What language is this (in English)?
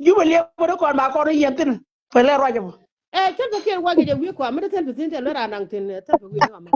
Nuer